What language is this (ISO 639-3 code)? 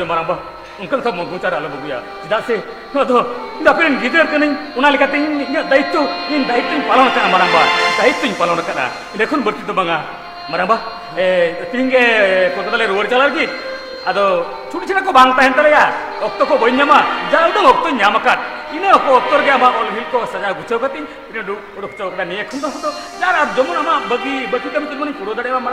sat